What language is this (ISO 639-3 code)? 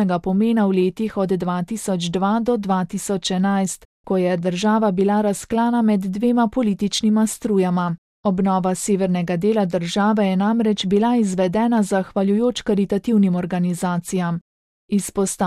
slv